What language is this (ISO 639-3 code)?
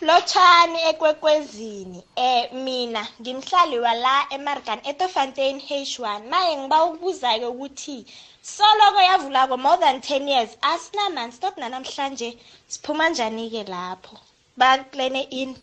nbl